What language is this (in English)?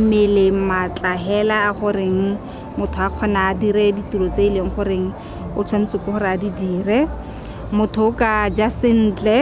Tswana